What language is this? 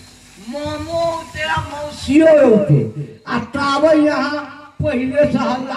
Maithili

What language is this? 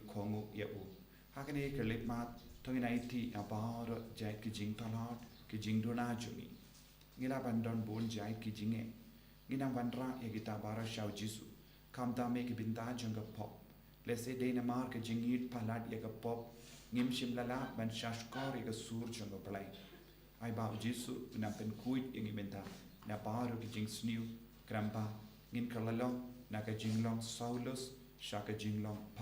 Khasi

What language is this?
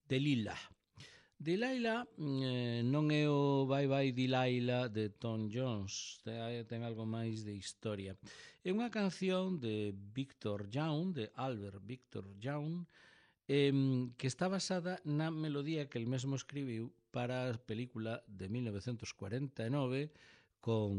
Galician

